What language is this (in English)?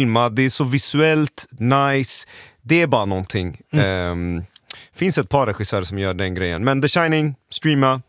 Swedish